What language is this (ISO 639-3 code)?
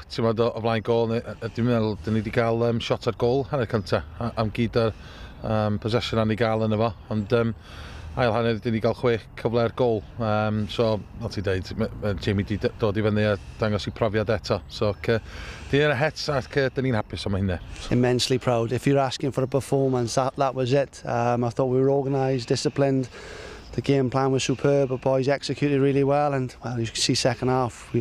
cym